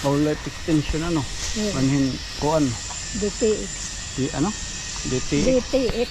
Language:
Waray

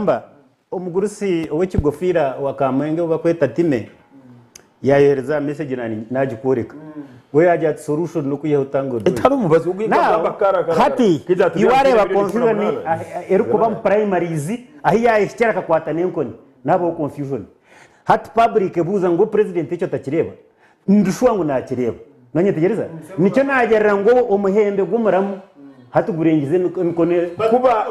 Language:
Nyankole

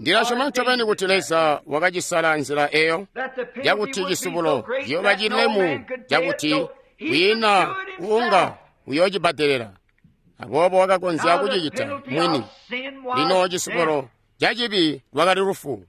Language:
Tonga (Zambia)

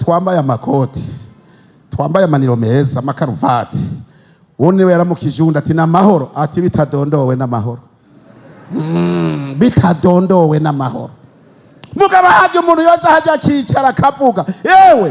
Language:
Rundi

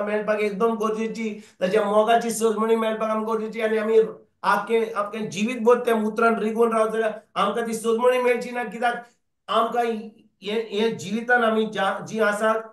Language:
Konkani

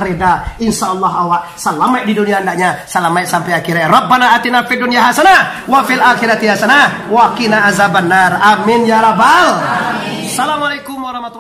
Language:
Minangkabau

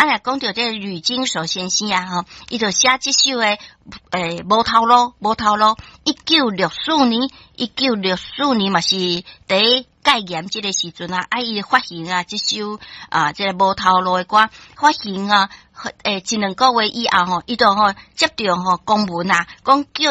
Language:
Min Nan Chinese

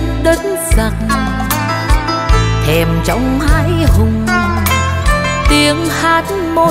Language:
Vietnamese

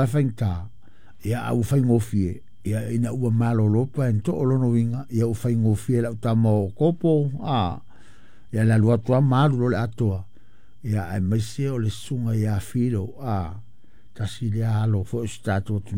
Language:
Samoan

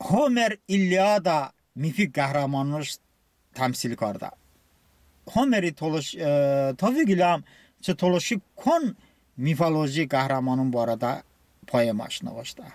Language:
Talysh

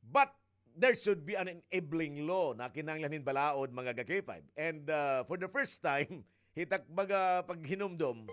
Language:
Waray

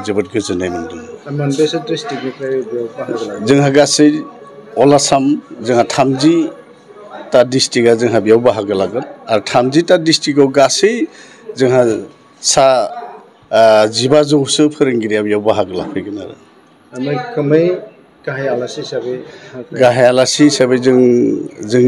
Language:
Bodo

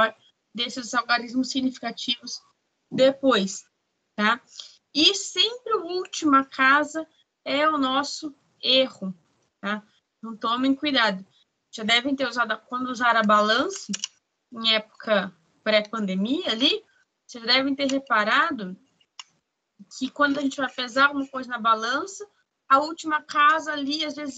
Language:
Portuguese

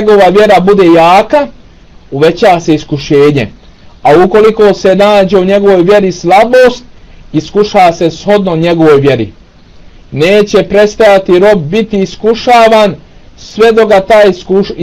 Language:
Bosnian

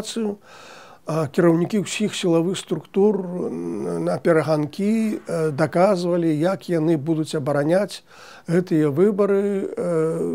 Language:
Belarusian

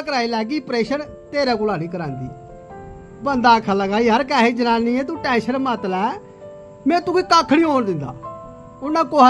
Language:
Dogri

